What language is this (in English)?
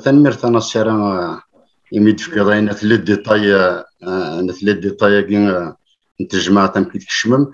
Kabyle